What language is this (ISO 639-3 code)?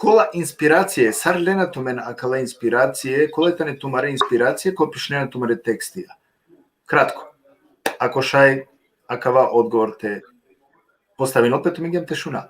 rmn